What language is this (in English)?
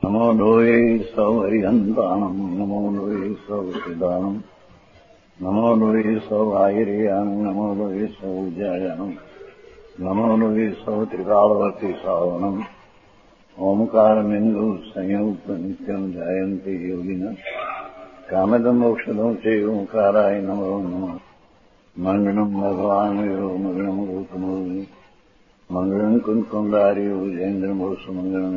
Gujarati